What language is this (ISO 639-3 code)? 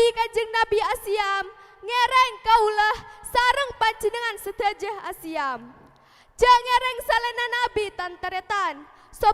mad